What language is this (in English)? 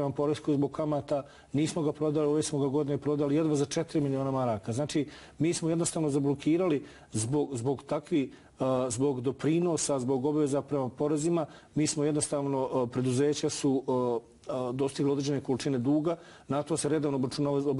Bosnian